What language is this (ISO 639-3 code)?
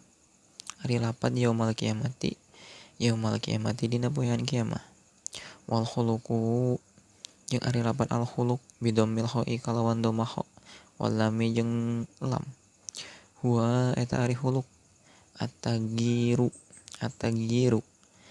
sun